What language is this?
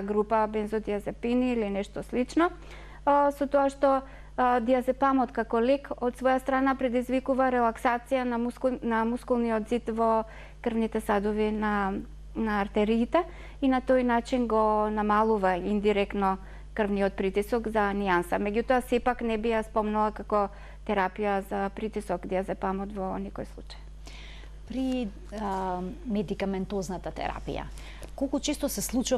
Macedonian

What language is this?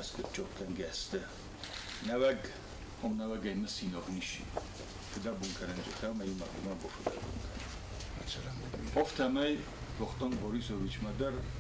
Ossetic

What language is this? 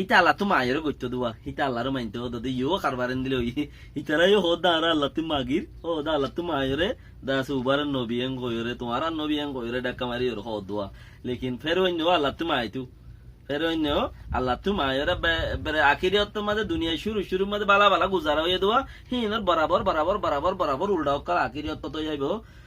Rohingya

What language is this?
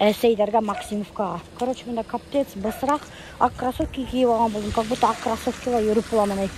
Bashkir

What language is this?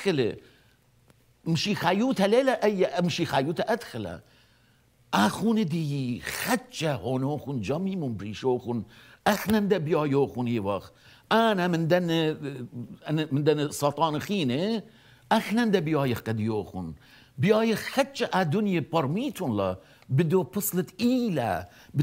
Assyrian Neo-Aramaic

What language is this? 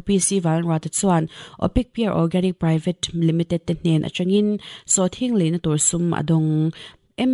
Mizo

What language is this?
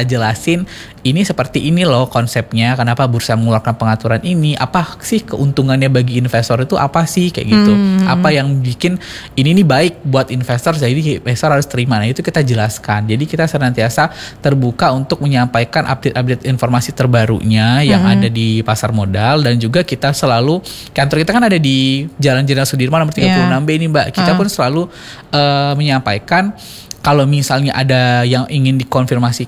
Indonesian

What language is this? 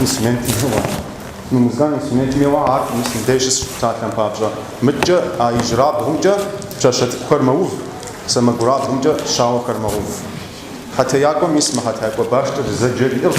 Kabardian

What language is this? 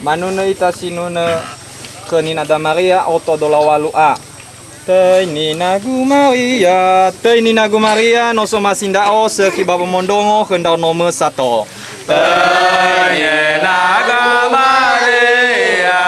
Nias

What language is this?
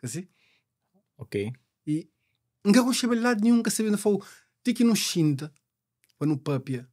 Kabuverdianu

